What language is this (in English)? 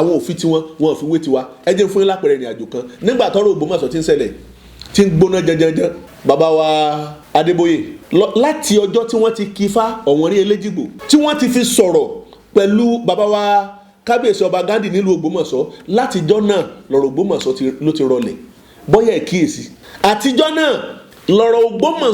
Yoruba